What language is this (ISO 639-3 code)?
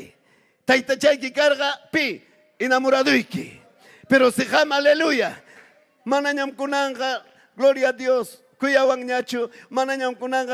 quy